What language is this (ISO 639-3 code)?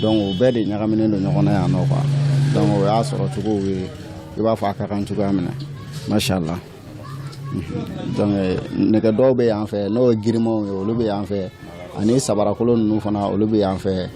bam